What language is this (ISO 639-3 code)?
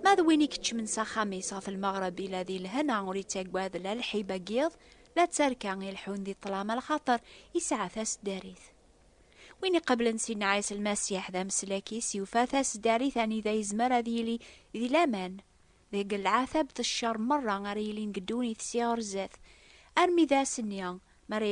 kab